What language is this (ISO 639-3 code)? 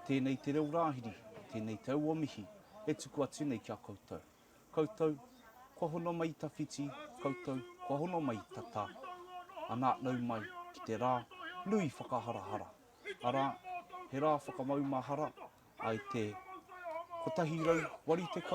mri